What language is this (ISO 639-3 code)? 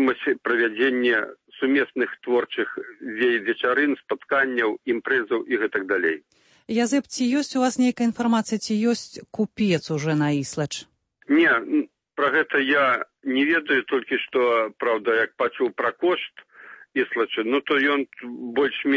bel